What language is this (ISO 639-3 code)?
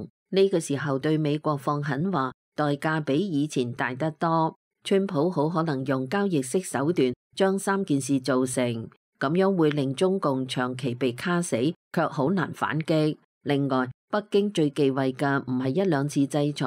yue